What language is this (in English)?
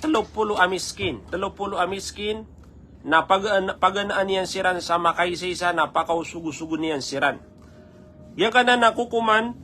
Maranao